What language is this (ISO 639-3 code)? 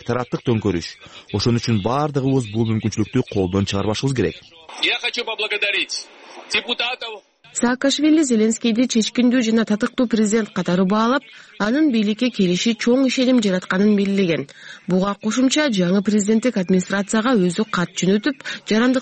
kir